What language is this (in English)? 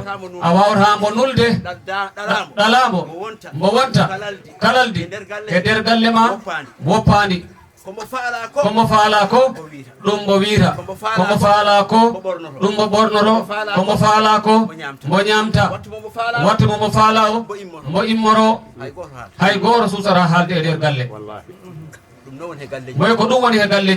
Fula